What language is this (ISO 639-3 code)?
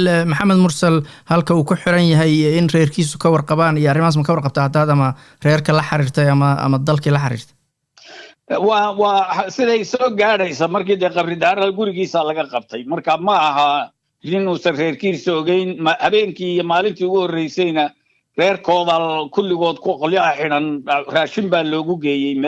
som